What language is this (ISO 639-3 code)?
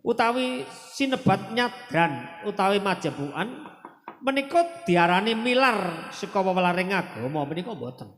jav